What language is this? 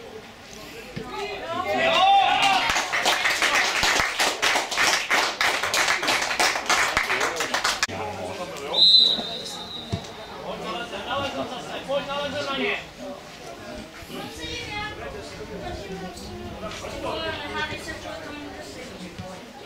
Czech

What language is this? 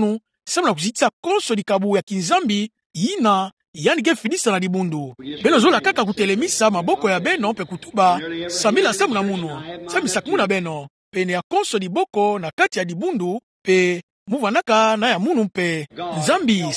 Kituba (Democratic Republic of Congo)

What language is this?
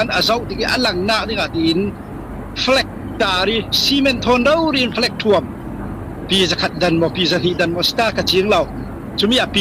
Falam Chin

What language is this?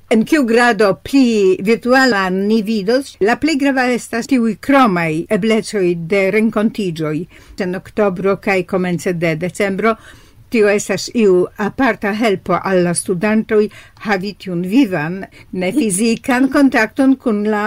Esperanto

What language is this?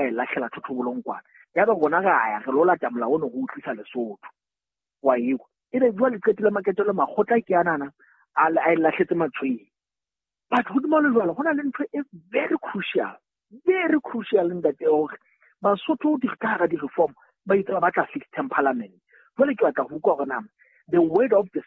Southern Sotho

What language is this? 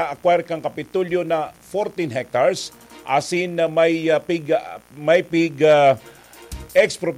Bikol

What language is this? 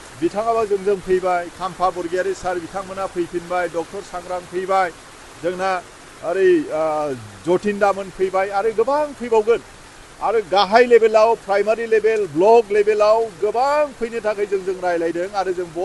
Bodo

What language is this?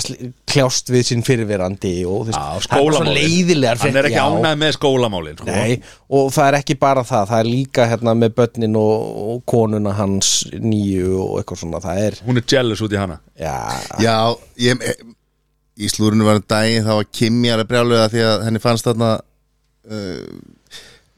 Icelandic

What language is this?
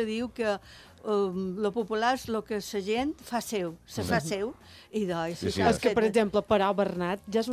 Catalan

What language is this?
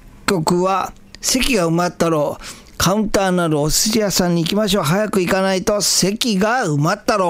Japanese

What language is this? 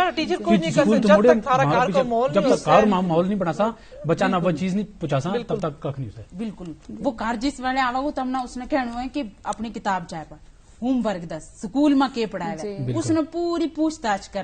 Gujari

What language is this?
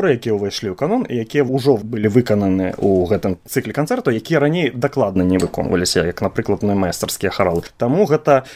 Belarusian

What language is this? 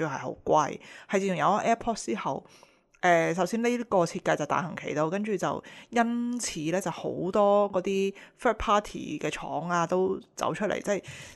Cantonese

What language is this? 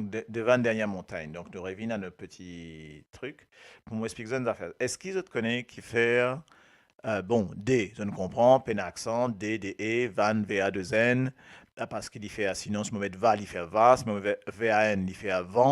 Morisyen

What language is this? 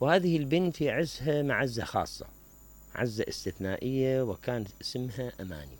Mesopotamian Arabic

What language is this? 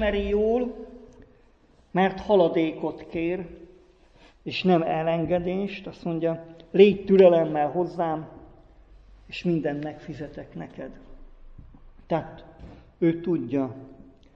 Hungarian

